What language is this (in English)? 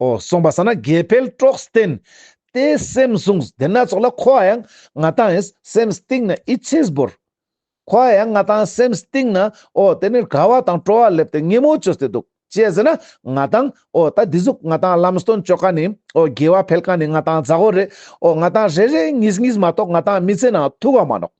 Ladakhi